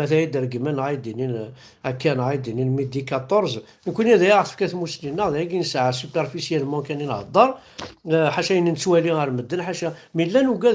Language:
Kabyle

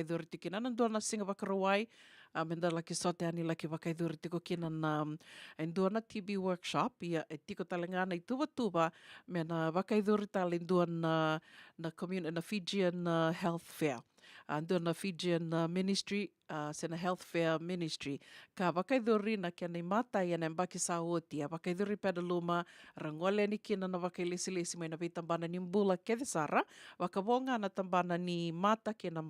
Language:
Fijian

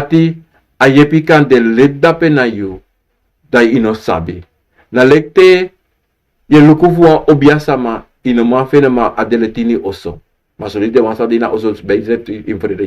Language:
Sranan Tongo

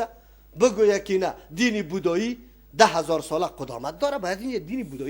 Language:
Persian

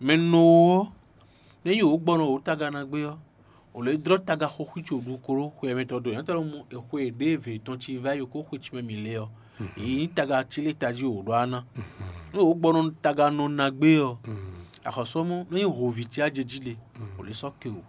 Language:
Fon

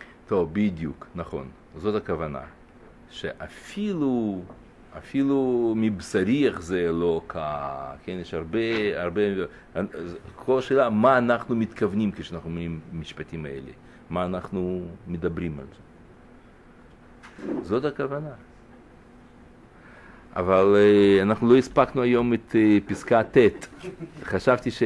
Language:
Hebrew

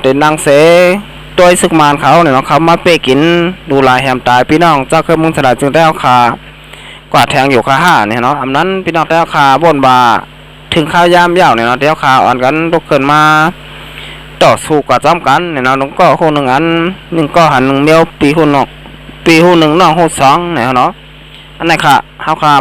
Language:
Shan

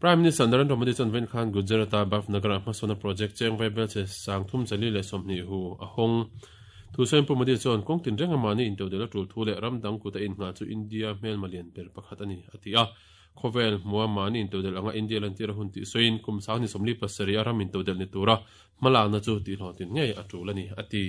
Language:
Mizo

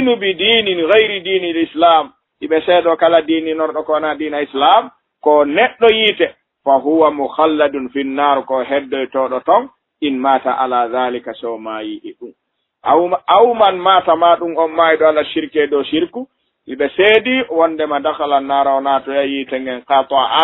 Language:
Fula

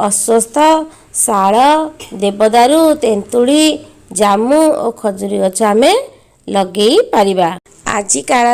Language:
Odia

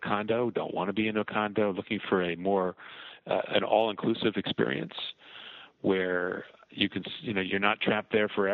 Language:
English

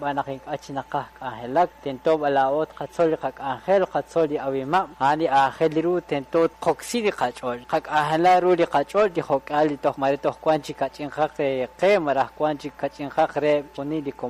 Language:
Kekchí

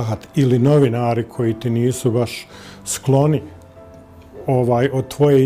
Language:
Bosnian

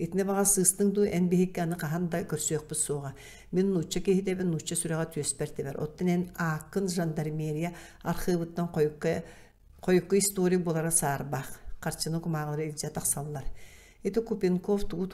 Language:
Yakut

